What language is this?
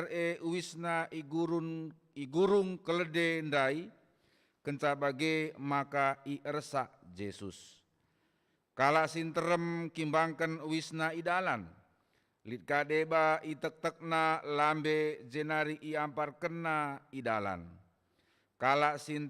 Batak Karo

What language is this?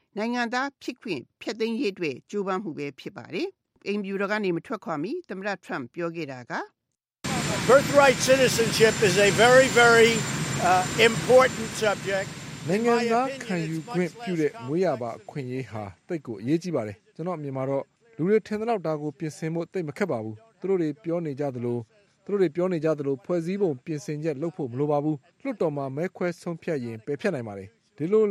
Burmese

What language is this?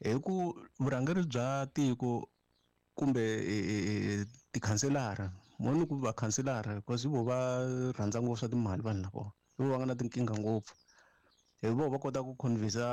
Tsonga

